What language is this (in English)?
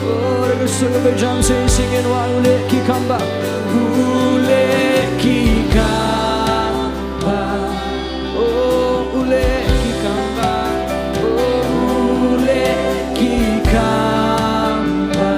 Khasi